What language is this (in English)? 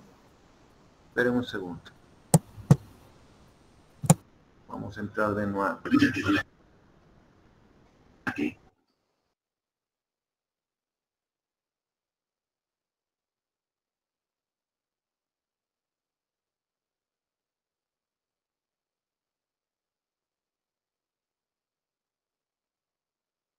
Spanish